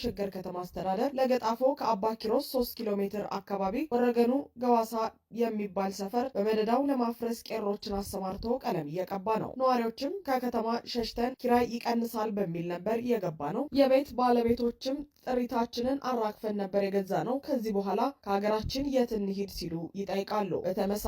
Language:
Amharic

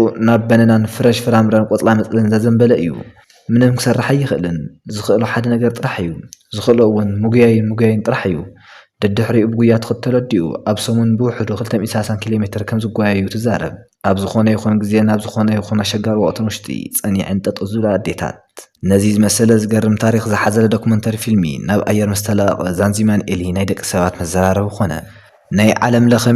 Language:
Tigrinya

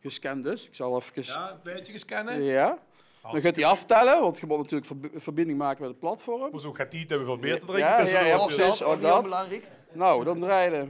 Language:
Limburgish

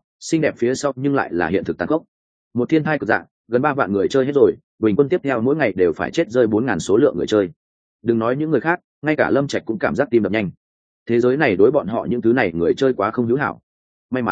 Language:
Vietnamese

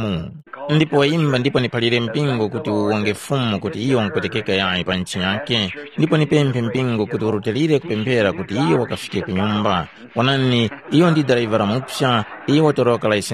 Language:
Tumbuka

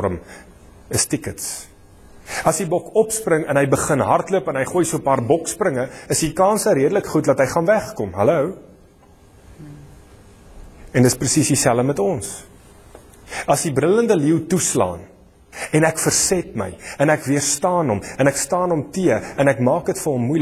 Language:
Afrikaans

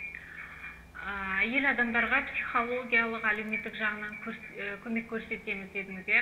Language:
Kazakh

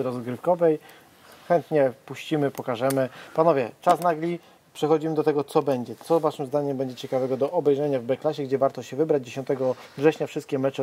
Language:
Polish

